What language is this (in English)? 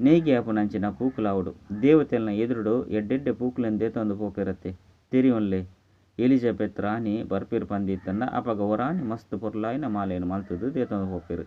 Tulu